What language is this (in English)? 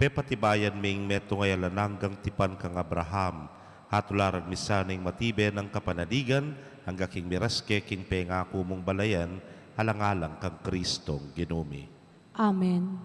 Pampanga